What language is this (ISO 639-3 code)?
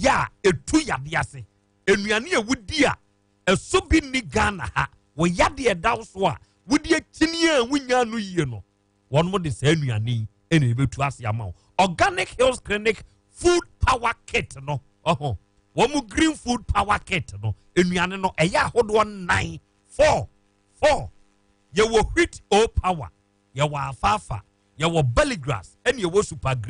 aka